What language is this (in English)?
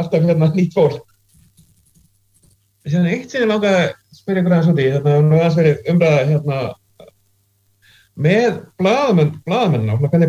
Icelandic